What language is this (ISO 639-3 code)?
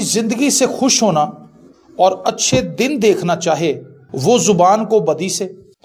urd